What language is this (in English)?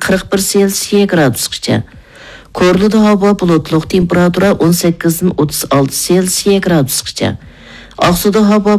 Uyghur